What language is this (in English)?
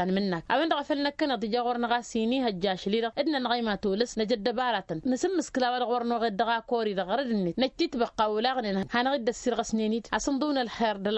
Tamasheq